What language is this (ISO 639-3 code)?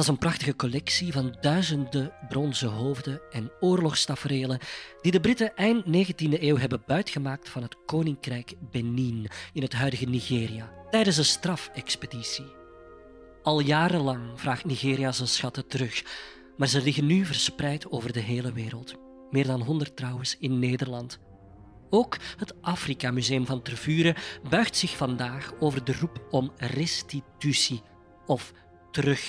nld